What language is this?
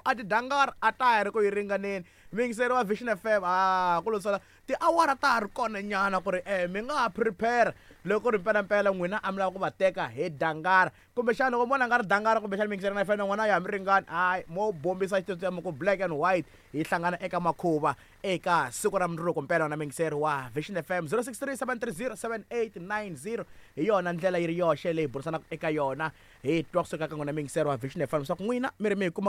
Tsonga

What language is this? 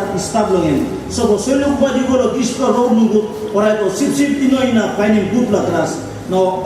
Tok Pisin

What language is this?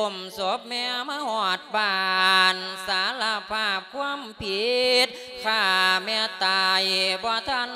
Lao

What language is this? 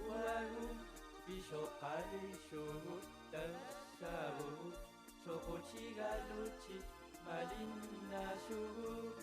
Kalaallisut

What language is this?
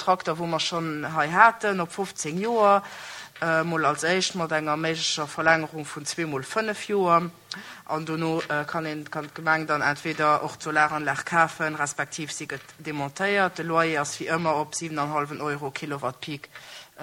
Luxembourgish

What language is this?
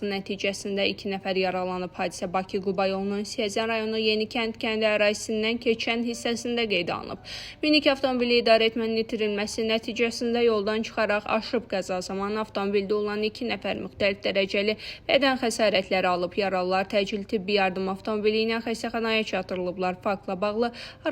Azerbaijani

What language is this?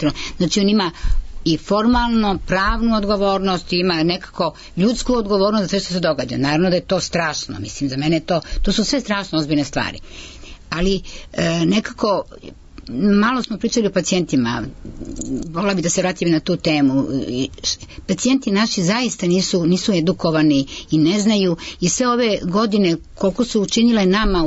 Serbian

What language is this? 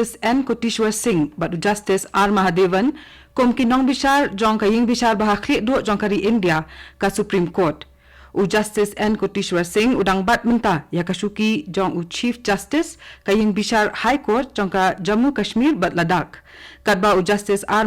Khasi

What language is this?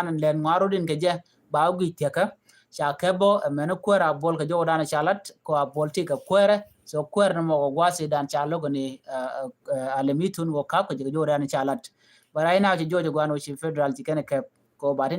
Nuer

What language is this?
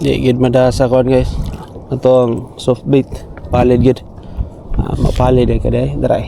Cebuano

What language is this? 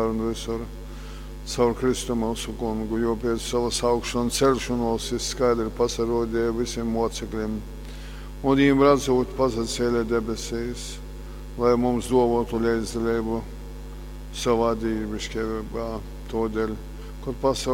Latgalian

